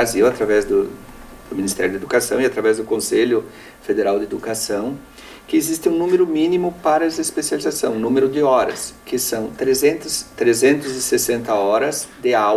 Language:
Portuguese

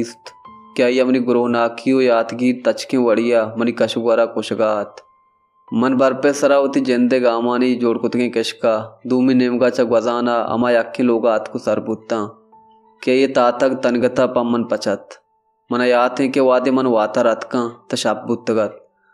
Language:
Baluchi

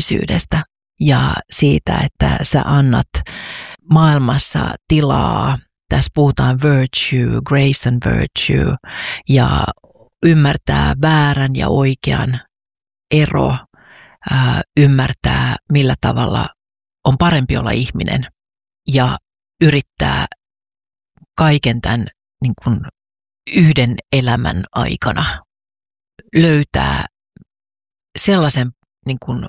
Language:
Finnish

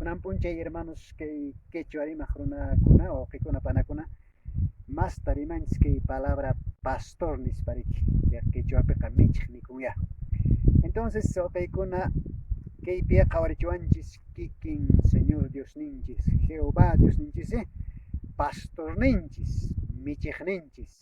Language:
Quechua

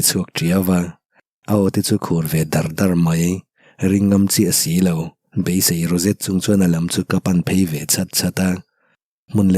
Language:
Mizo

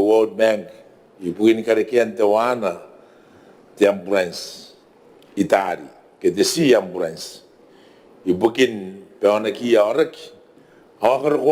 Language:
Gilbertese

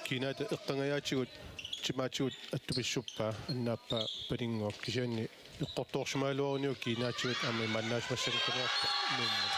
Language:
Kalaallisut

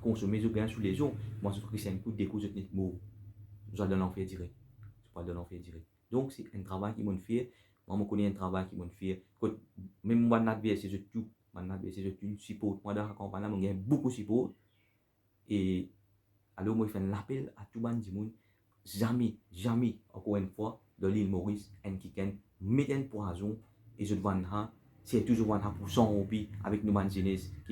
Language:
Morisyen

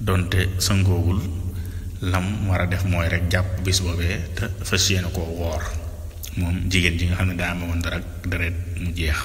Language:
Wolof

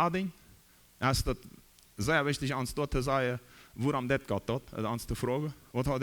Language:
Plautdietsch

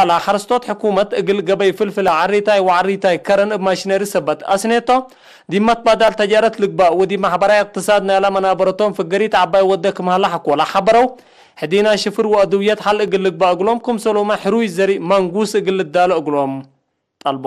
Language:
Tigre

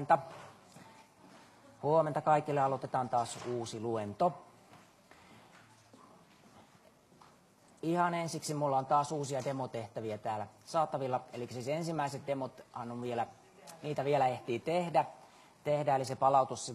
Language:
Finnish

